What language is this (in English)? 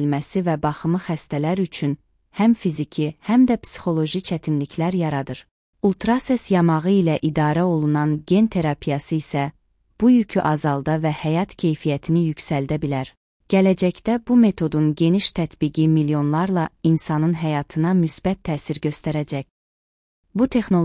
Azerbaijani